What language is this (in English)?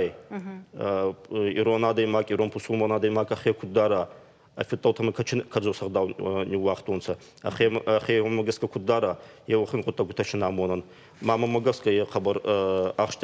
Ossetic